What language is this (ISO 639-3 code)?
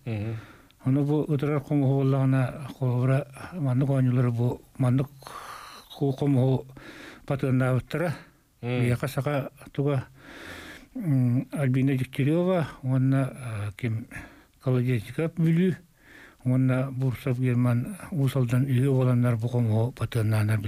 sah